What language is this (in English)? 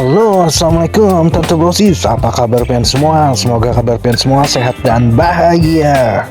Banjar